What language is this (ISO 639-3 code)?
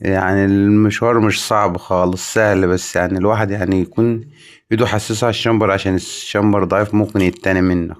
arz